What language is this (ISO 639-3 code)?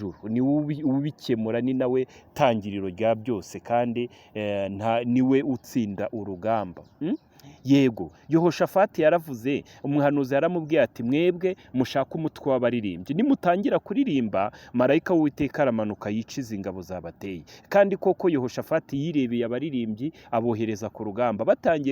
kin